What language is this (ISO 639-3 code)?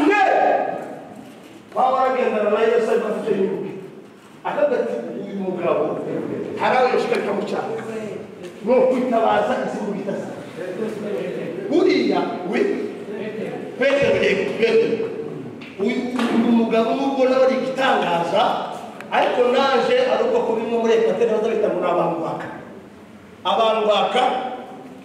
kin